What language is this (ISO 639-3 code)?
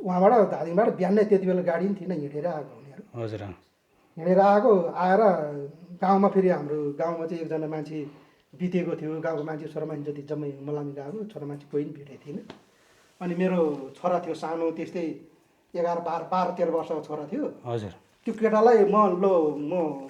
nep